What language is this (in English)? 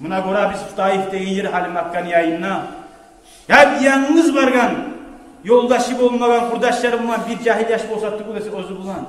Kumyk